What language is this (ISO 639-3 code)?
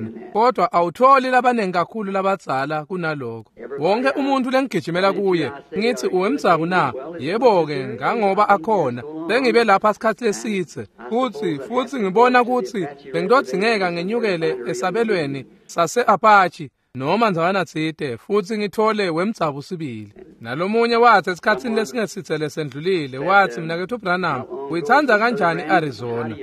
ssw